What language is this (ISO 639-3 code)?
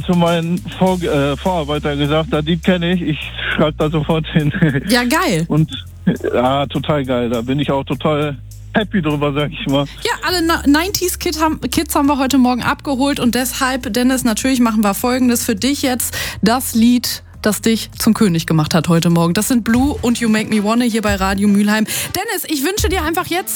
deu